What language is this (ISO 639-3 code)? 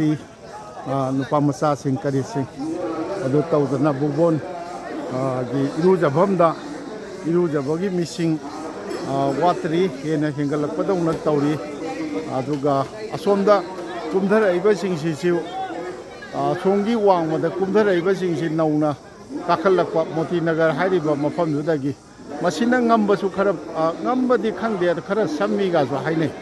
mni